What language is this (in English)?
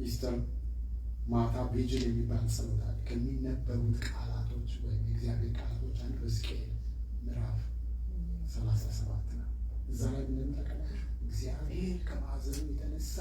Amharic